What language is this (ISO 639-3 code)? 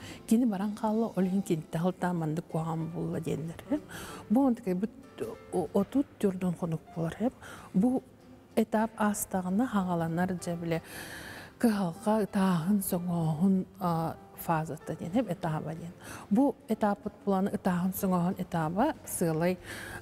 sah